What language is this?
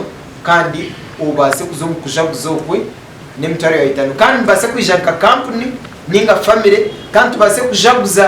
Nyankole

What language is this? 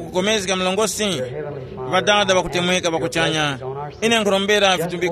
Tumbuka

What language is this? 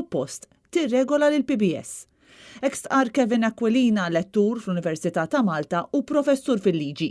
Maltese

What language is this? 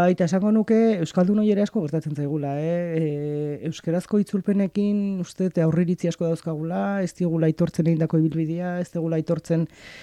Basque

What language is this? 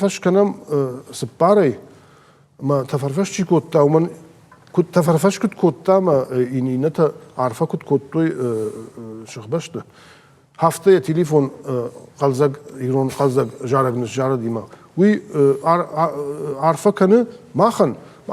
Ossetic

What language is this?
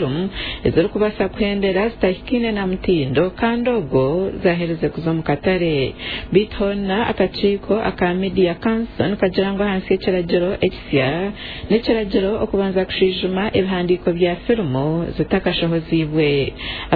Nyoro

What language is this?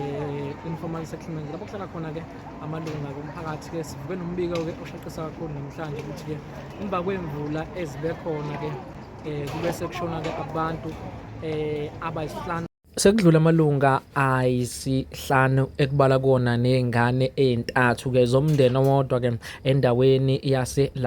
Zulu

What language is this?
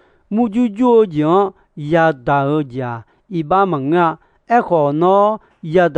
Akha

